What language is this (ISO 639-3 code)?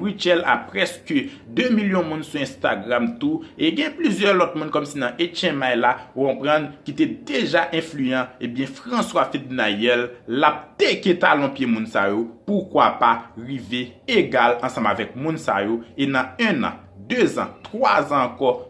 hat